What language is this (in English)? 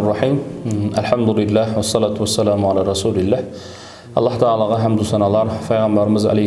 Kara-Kalpak